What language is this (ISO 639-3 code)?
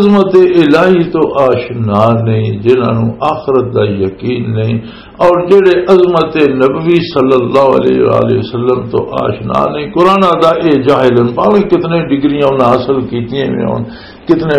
lah